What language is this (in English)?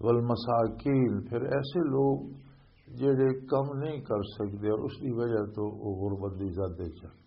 Western Panjabi